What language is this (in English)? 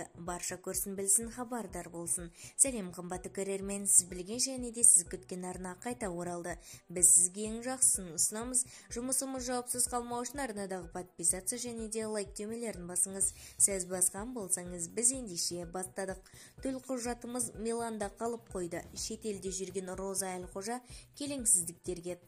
Kazakh